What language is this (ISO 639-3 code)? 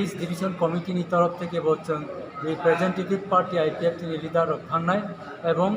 trp